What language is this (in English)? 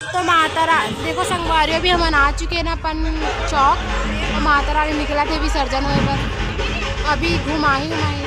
Chhattisgarhi